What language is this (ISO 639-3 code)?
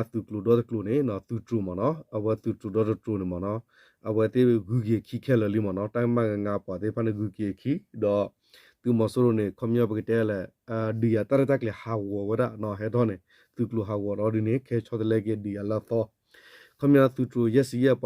ksw